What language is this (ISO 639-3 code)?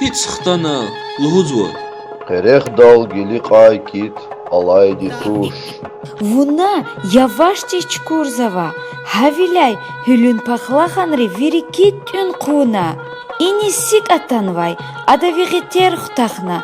lez